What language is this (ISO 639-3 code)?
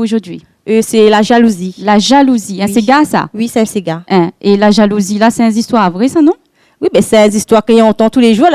rcf